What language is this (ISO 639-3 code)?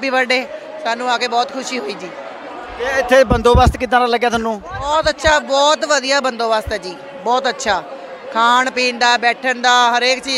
pan